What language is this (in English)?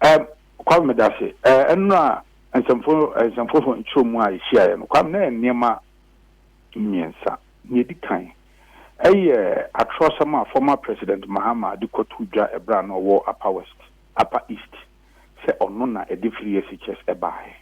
Akan